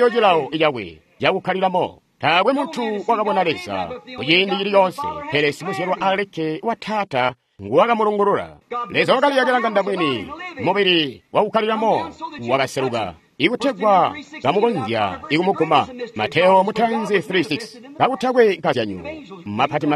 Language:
Tonga (Zambia)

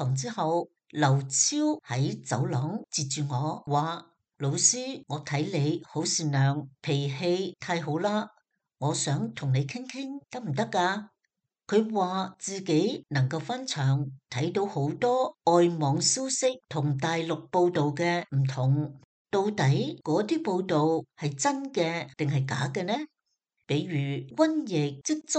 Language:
Cantonese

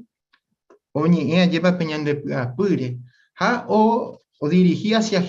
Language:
Guarani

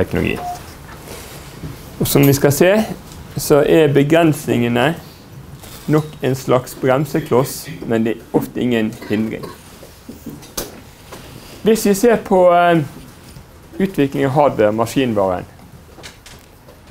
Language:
Norwegian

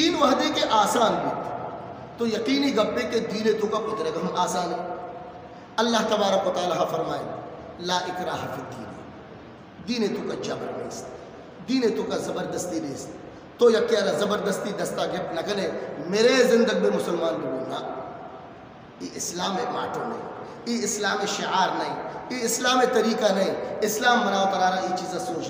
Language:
Eastern Balochi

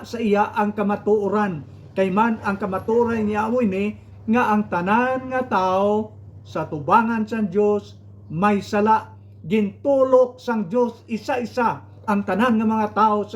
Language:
Hiligaynon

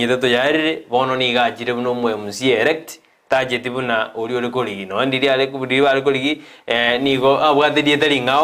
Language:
Gusii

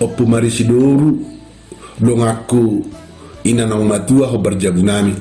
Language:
Batak Toba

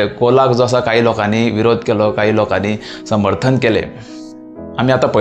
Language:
Konkani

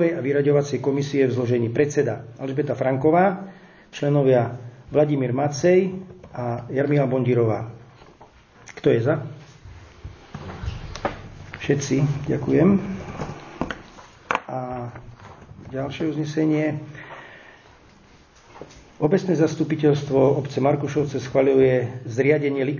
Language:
Slovak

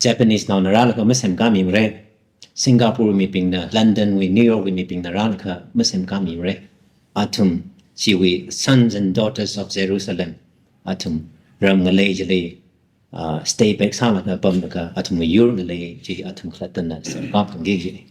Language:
Tangkhul Naga (India)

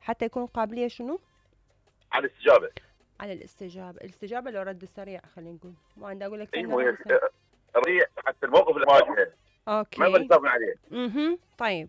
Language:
Mesopotamian Arabic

